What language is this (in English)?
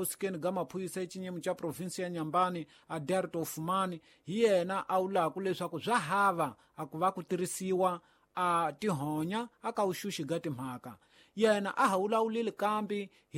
Tsonga